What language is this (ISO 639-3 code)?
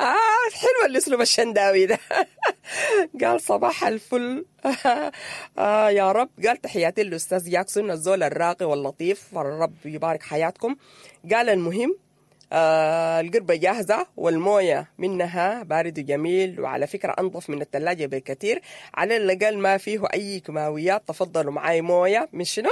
apd